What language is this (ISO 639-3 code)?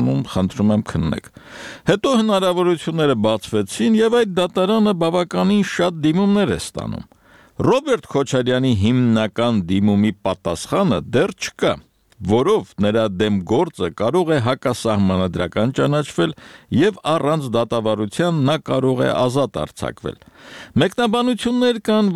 hye